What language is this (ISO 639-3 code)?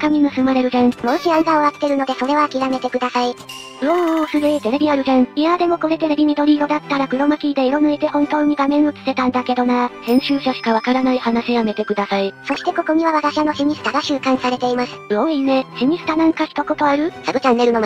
jpn